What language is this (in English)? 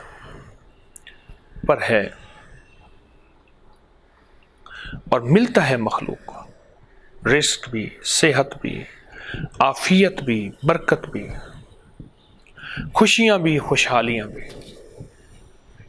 Urdu